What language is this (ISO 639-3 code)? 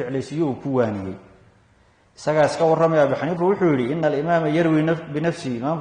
som